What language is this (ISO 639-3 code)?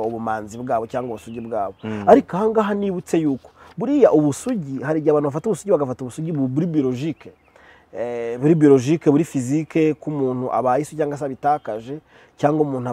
kin